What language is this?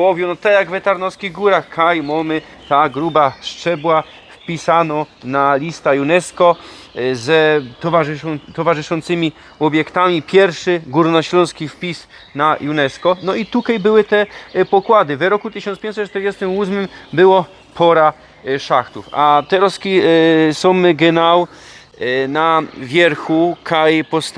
Silesian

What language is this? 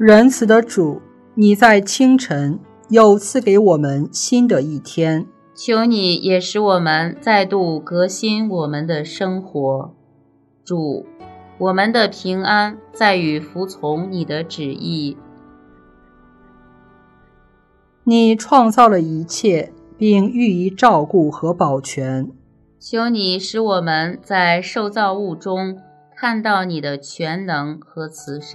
Chinese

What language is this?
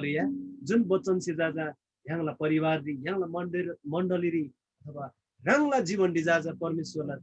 Eastern Tamang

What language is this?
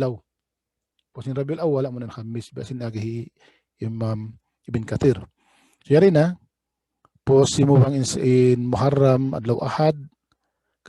Tausug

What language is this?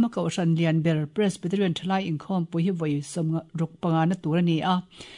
Mizo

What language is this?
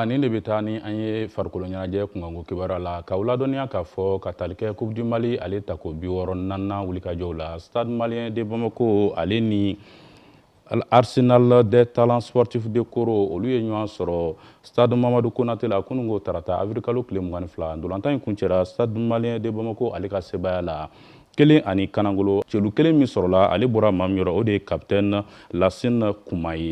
Bambara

